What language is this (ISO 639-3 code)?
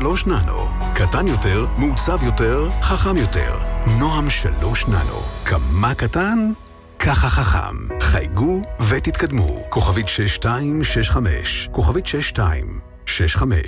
heb